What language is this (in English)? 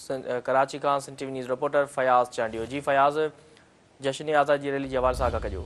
Sindhi